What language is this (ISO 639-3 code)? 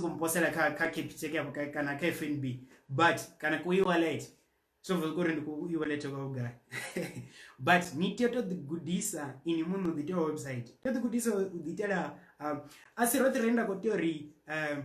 ven